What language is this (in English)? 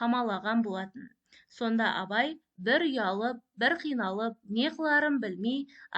Kazakh